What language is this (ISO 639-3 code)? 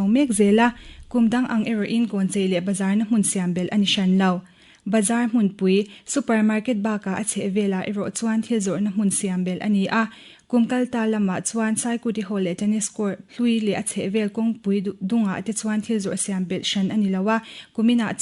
lus